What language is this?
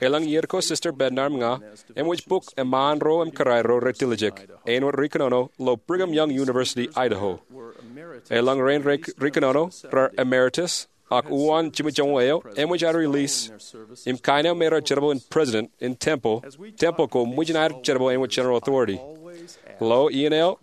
Marshallese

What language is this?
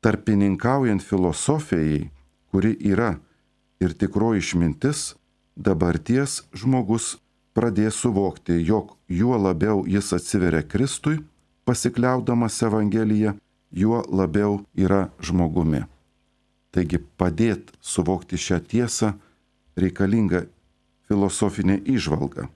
Lithuanian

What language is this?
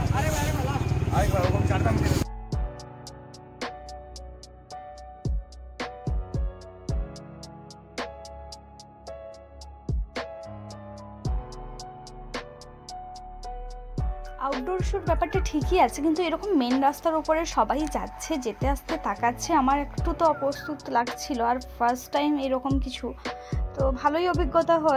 Bangla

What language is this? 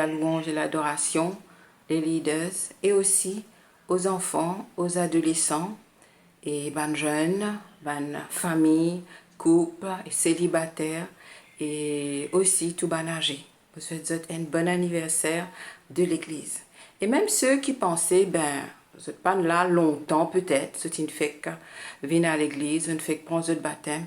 Morisyen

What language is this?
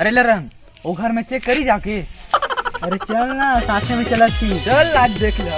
Chhattisgarhi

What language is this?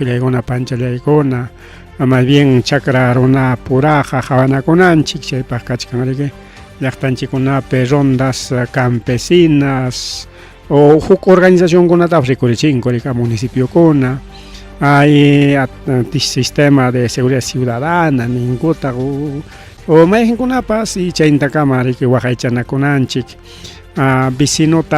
Ayacucho Quechua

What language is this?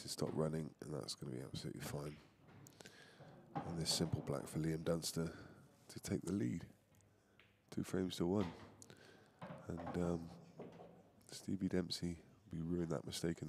English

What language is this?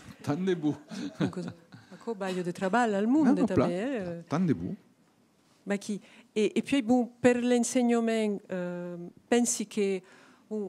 Occitan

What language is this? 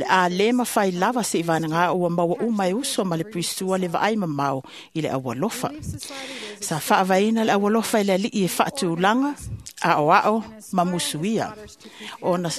Samoan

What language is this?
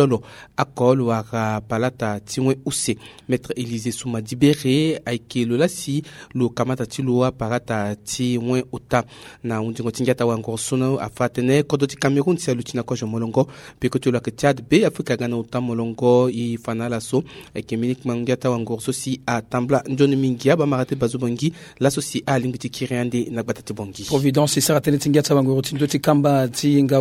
Sango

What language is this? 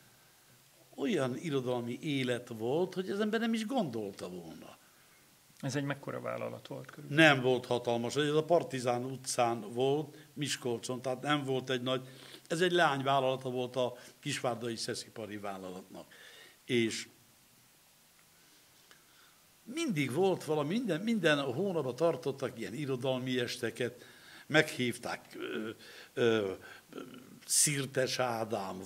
Hungarian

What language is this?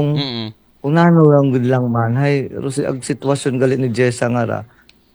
Aklanon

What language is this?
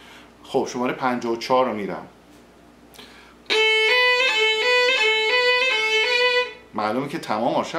Persian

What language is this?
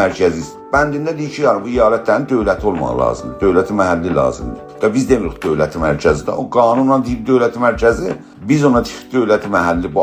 South Azerbaijani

